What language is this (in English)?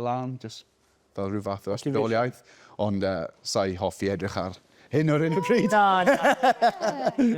Welsh